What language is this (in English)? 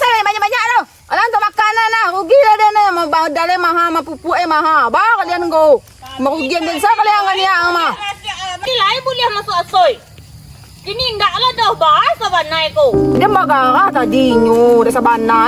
Minangkabau